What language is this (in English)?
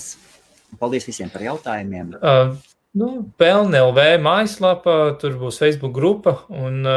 Latvian